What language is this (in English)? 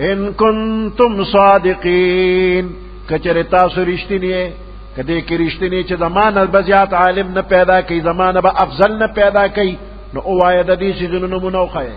Pashto